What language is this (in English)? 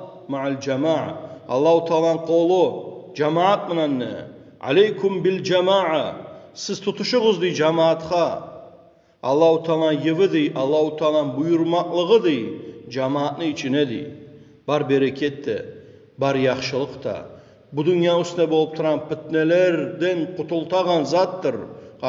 Kumyk